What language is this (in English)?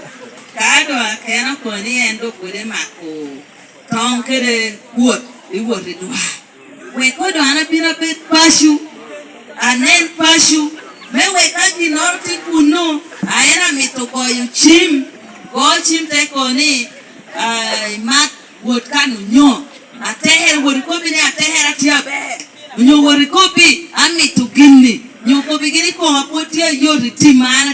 Lango (Uganda)